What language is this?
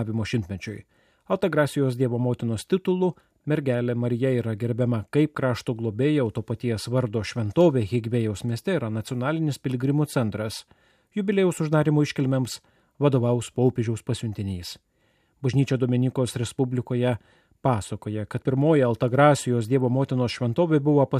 Lithuanian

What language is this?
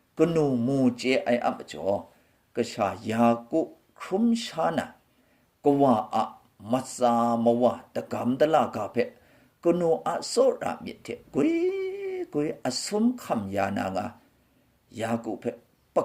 Kachin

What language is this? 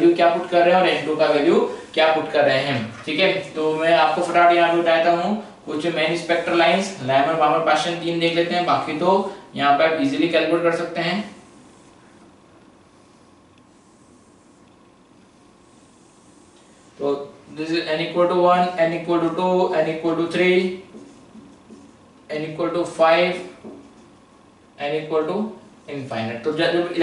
Hindi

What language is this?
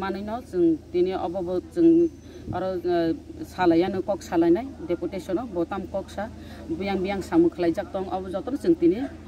Kok Borok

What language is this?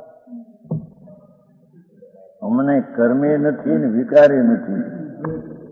Gujarati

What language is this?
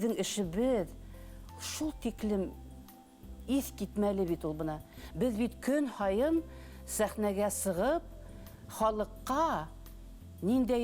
Bashkir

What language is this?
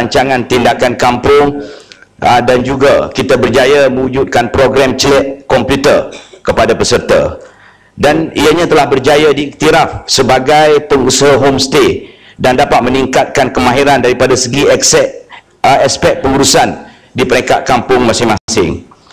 Malay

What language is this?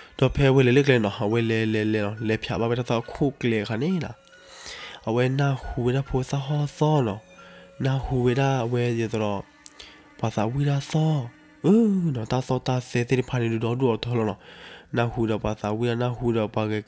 S'gaw Karen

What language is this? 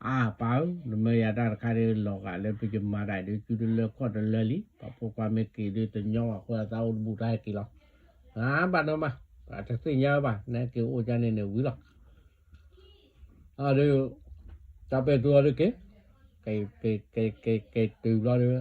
S'gaw Karen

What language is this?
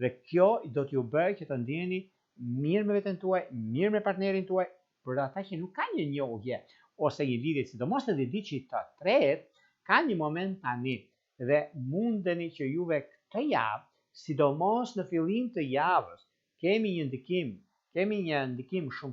Albanian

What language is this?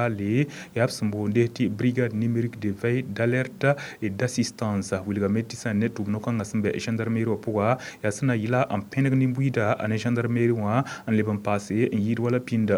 Mossi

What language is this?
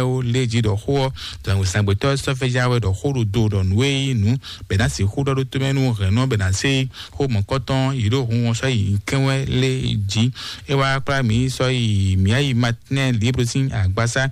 Fon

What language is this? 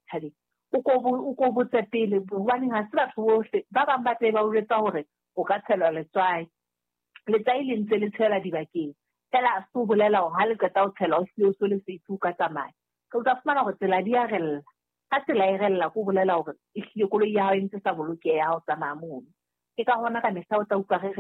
Southern Sotho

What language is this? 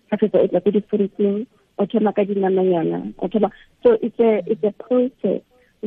Tswana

